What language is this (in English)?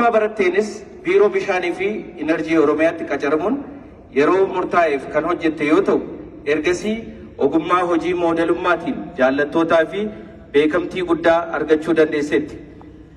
Oromo